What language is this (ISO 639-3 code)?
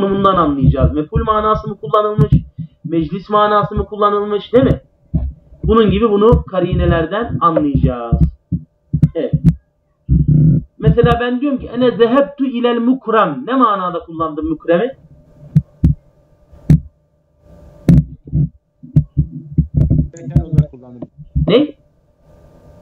tur